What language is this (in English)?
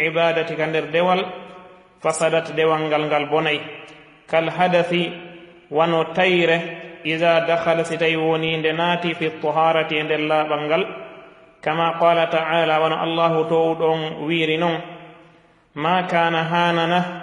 Fula